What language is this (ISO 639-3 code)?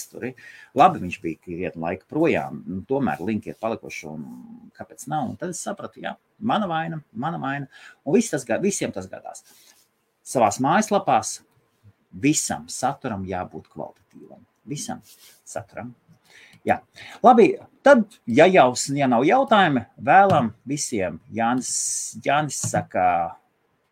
lav